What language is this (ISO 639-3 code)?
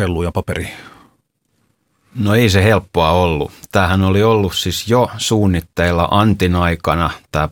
fin